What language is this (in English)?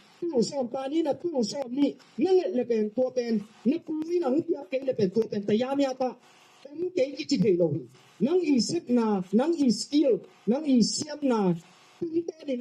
Tedim Chin